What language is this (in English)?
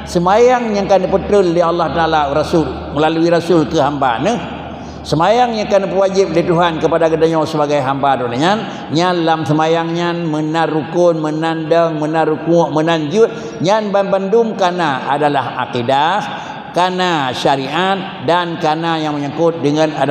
Achinese